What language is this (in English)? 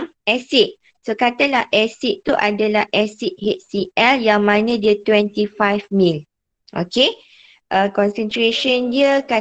Malay